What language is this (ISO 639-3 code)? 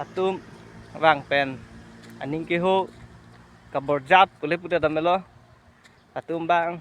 mjw